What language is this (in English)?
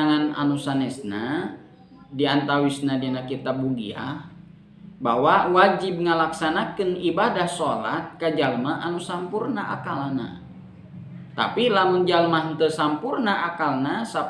Sundanese